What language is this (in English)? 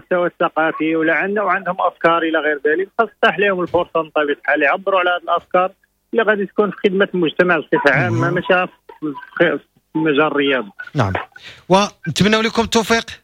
Moroccan Arabic